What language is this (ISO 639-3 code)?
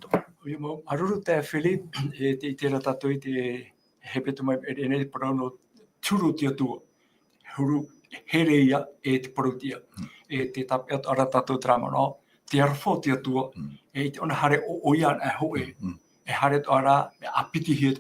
tah